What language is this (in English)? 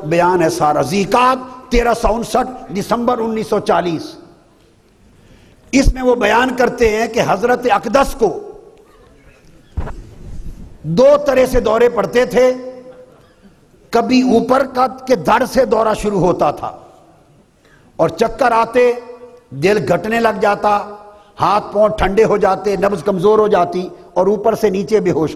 Urdu